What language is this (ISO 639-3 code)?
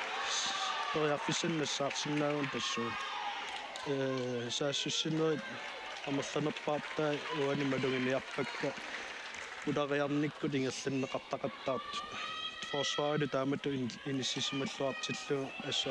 kal